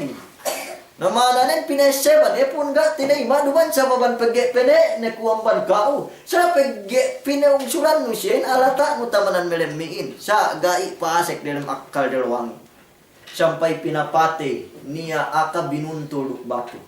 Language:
Yakan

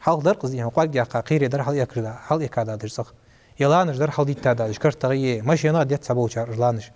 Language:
Ingush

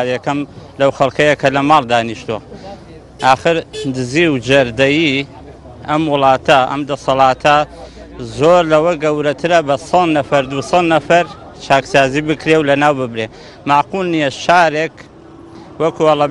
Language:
Central Kurdish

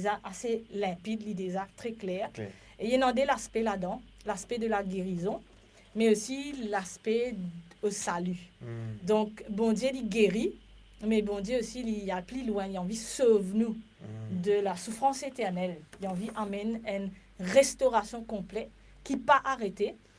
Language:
Morisyen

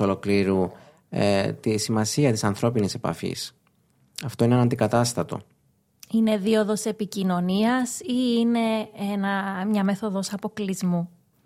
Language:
Greek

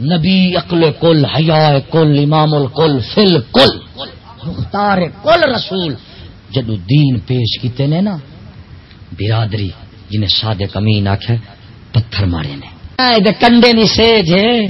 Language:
Saraiki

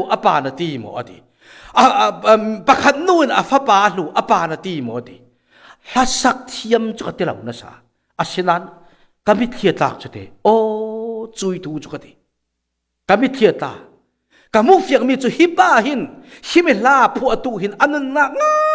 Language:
Falam Chin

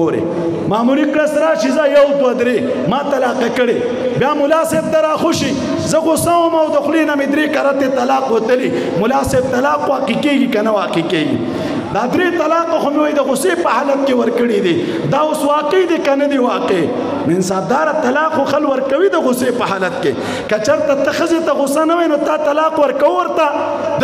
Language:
Pashto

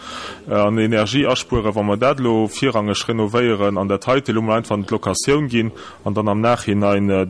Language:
Luxembourgish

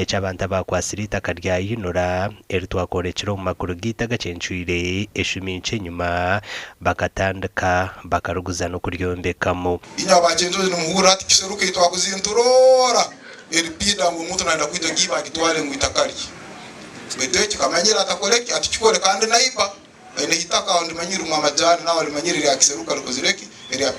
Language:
Nyankole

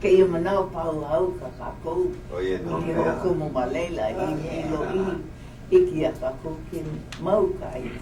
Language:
Hawaiian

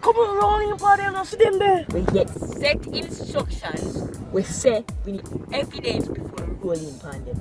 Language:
Jamaican Creole English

